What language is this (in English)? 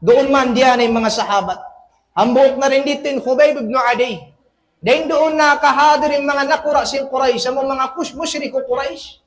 Tausug